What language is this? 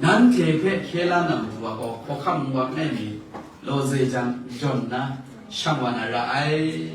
Kachin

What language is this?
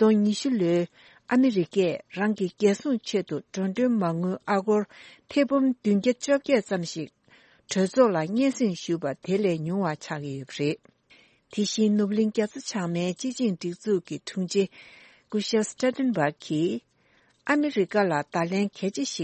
Tibetan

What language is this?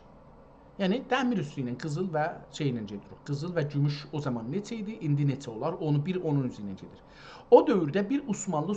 South Azerbaijani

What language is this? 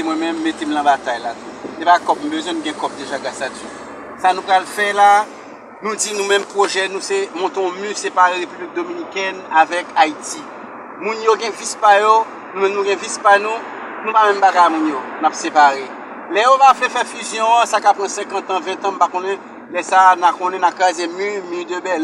Haitian Creole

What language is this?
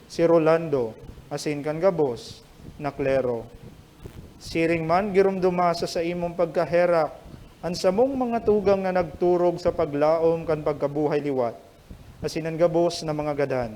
Bikol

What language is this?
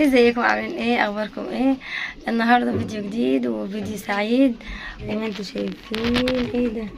Egyptian Arabic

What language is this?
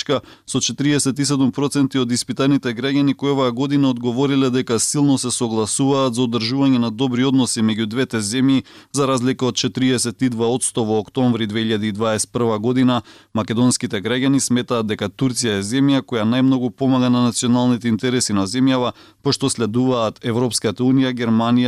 Macedonian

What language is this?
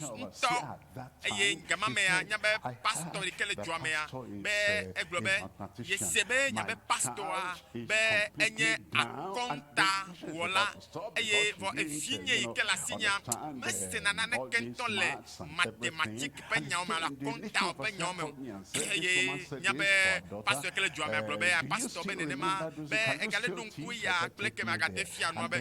Ewe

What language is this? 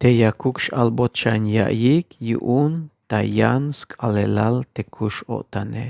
Tzeltal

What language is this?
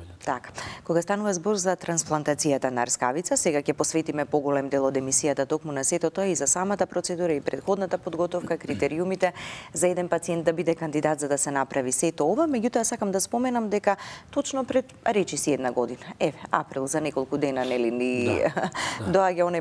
Macedonian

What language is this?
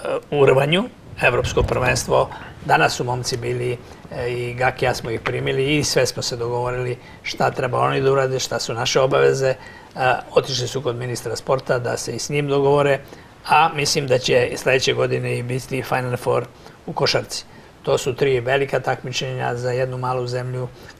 Serbian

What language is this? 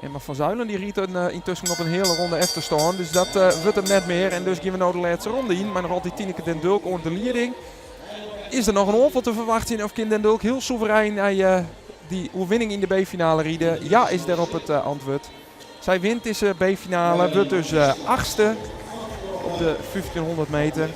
Western Frisian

